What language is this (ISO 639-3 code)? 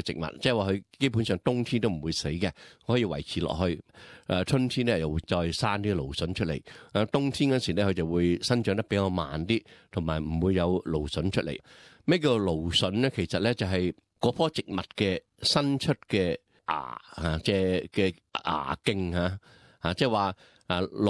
yue